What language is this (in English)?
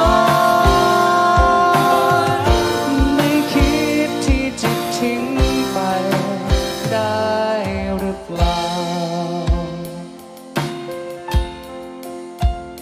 Thai